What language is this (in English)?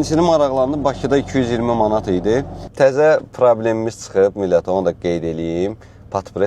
Azerbaijani